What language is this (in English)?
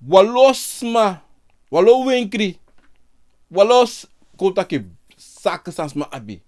Sranan Tongo